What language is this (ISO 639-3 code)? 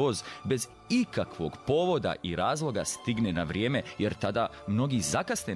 srp